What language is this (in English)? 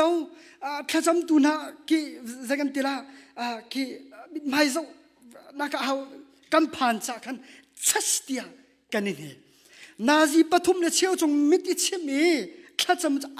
Hakha Chin